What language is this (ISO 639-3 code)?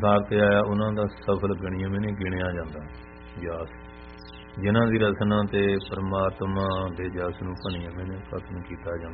pan